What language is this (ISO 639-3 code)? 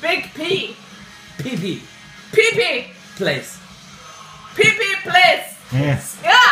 fao